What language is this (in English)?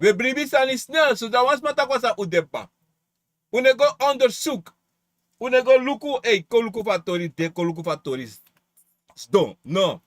Sranan Tongo